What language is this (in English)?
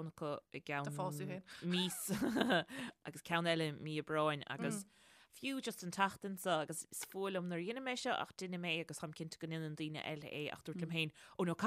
Irish